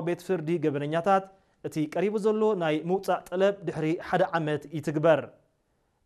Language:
Tigrinya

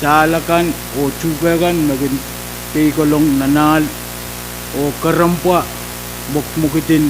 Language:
Pohnpeian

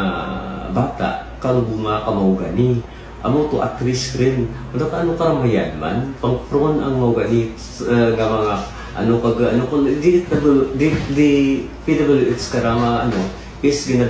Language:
Kinaray-a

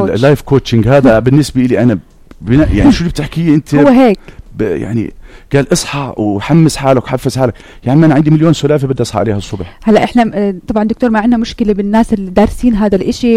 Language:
North Levantine Arabic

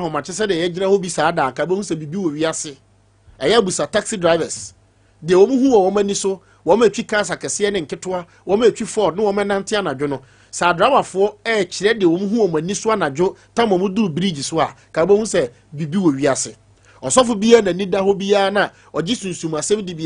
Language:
Akan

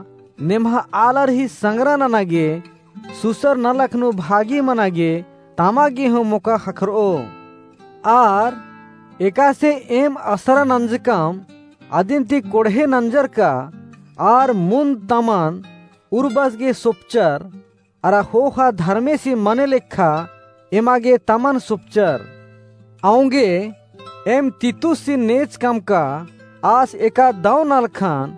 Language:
Kurukh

